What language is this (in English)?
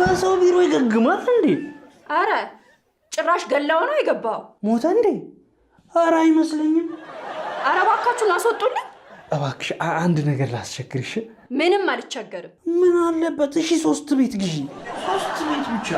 Amharic